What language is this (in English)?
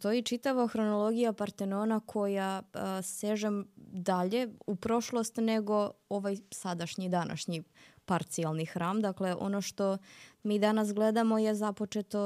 Serbian